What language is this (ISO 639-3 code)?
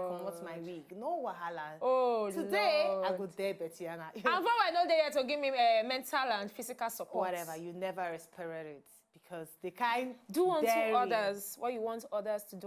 pcm